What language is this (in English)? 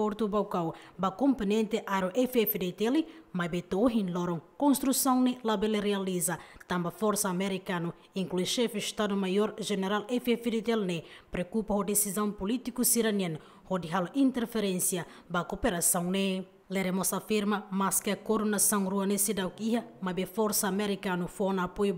Tetum